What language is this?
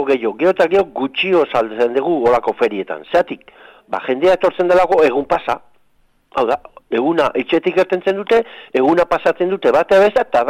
Basque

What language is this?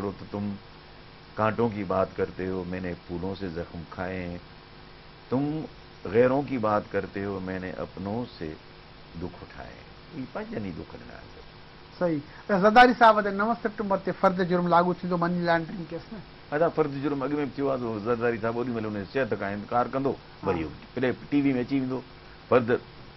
Sindhi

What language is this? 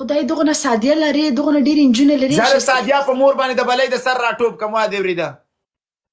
Pashto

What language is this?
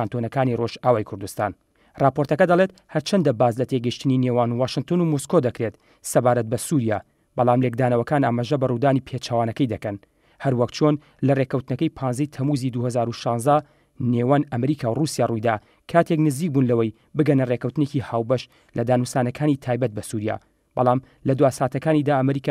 Central Kurdish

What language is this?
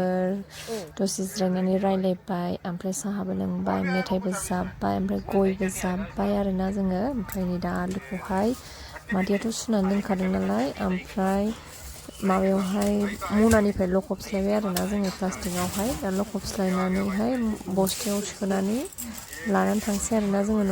Bodo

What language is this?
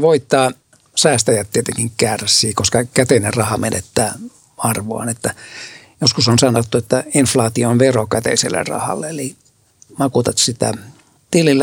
Finnish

